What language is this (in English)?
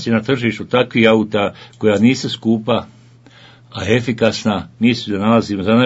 Bosnian